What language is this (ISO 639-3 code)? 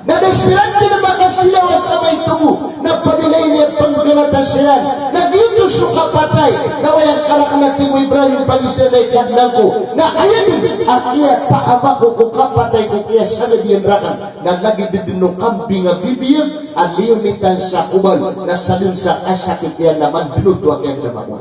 mrw